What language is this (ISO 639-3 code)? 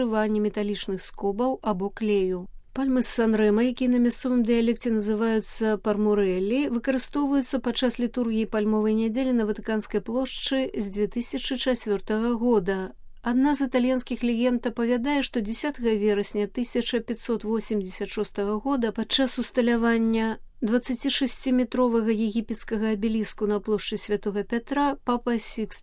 bel